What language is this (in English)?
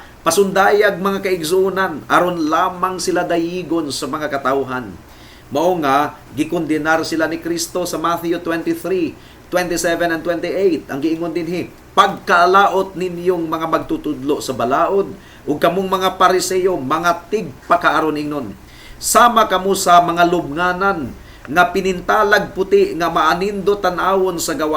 Cebuano